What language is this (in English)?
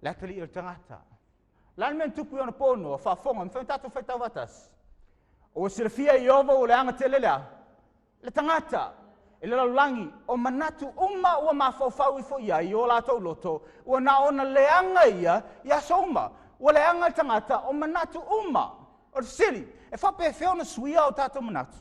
Samoan